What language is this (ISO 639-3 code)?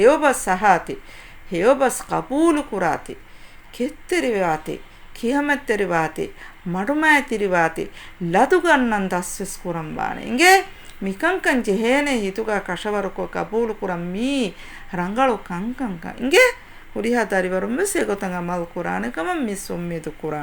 div